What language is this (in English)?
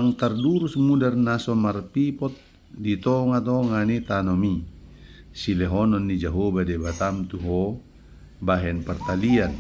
Batak Toba